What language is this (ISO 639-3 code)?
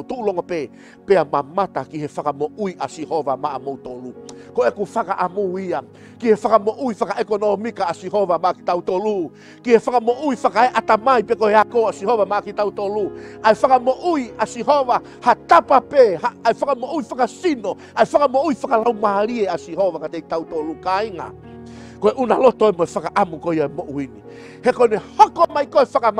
ton